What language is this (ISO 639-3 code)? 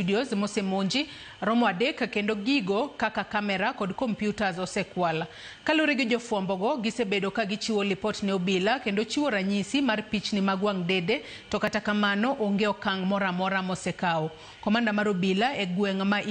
luo